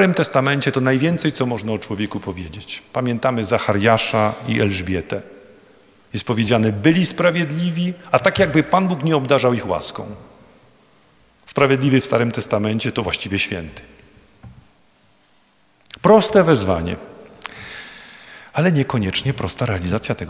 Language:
Polish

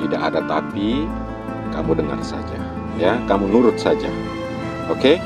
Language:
Makassar Malay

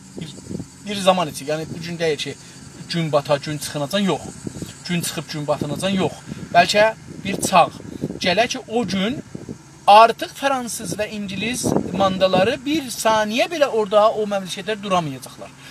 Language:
South Azerbaijani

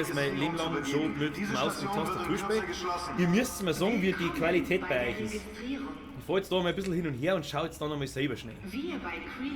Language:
Bavarian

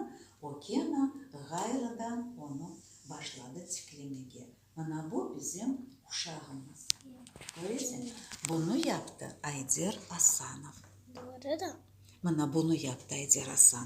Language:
Crimean Tatar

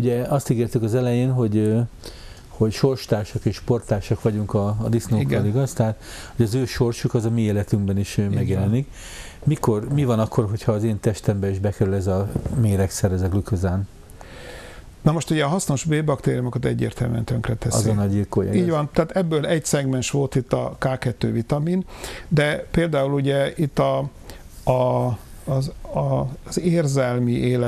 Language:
Hungarian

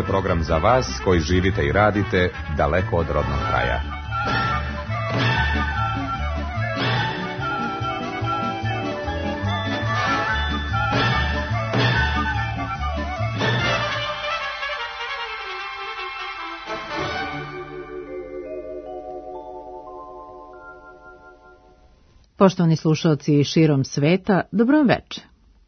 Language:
Serbian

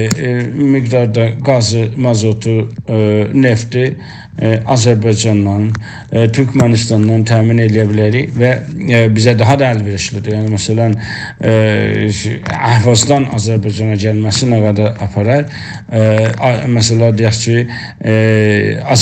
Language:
South Azerbaijani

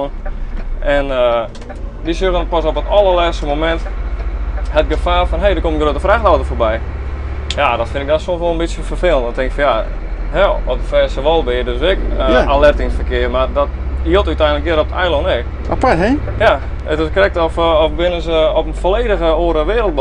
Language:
Western Frisian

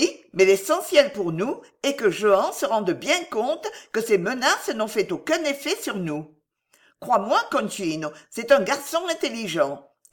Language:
French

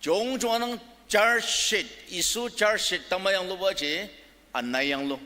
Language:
Ao Naga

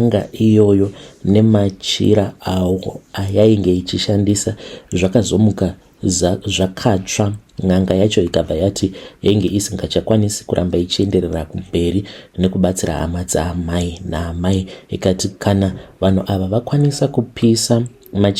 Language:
Shona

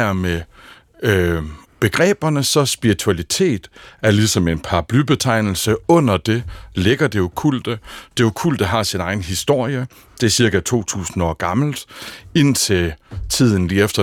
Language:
Danish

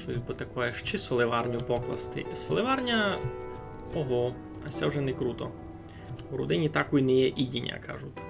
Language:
Rusyn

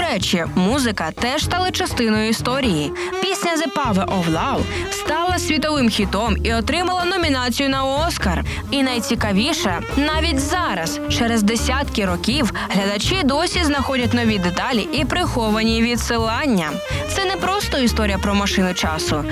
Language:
Ukrainian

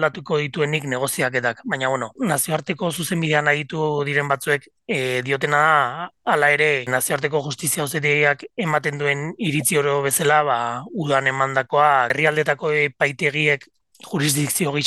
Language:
Basque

